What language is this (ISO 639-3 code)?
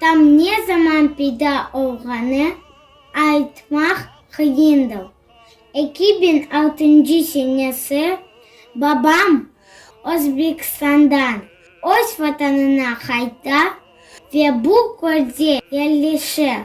crh